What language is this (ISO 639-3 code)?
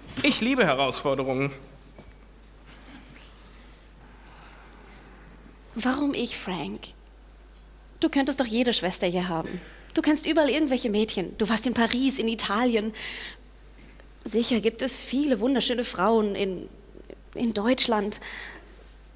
deu